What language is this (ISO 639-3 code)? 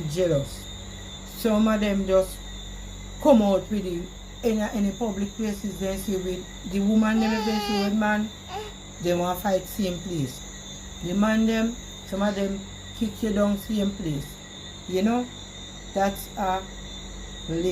jam